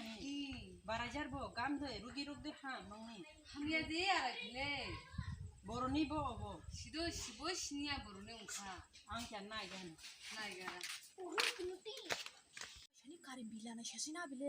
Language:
Kok Borok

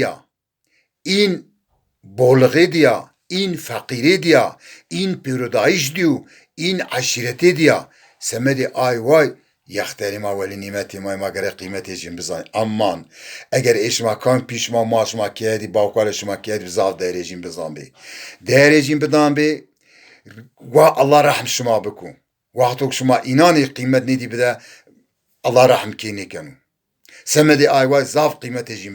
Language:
Zaza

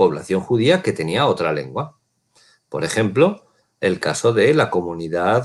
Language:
Ladino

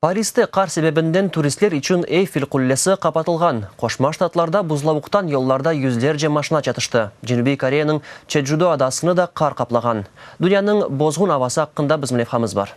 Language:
Crimean Tatar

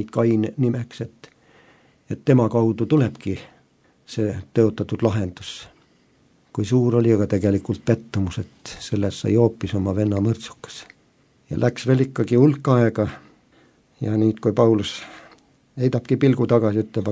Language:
Estonian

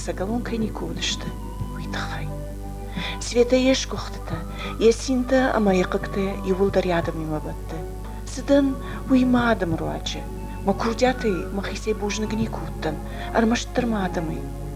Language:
Ossetic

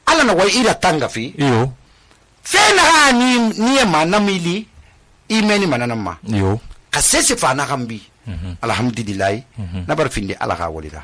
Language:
Susu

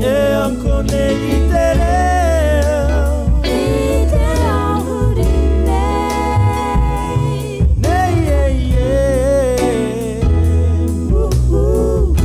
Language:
Māori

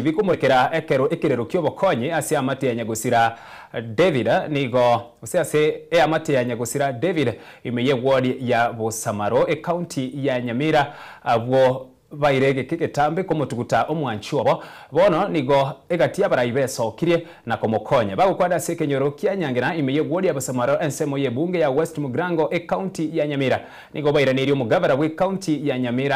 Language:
Gusii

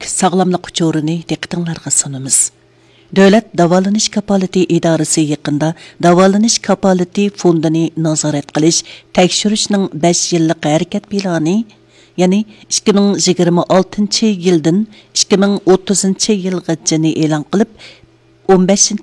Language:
Uyghur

